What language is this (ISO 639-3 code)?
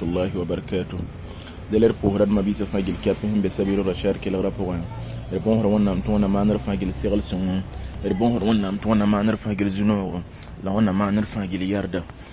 mos